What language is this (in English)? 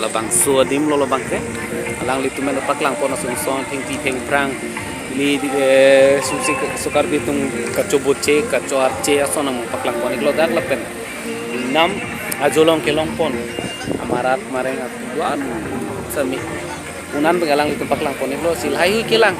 Karbi